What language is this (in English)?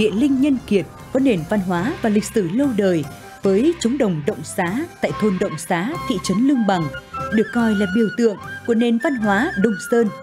Vietnamese